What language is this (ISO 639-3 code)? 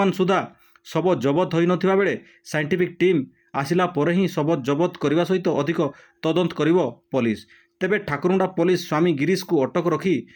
ori